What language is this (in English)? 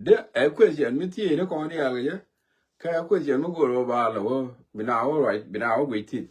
Nuer